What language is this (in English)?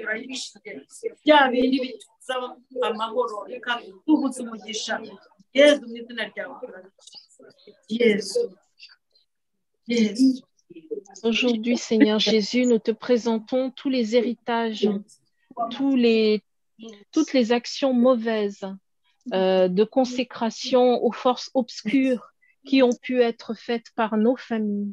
Kinyarwanda